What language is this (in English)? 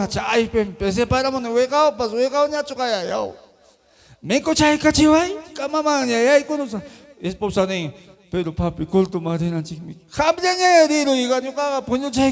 Ayacucho Quechua